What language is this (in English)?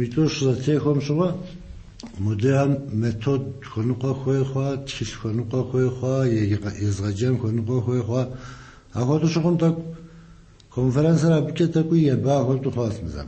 Kabardian